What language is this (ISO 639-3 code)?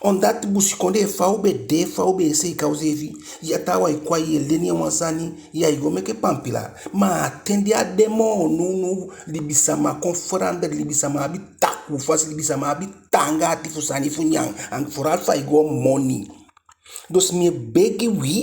djk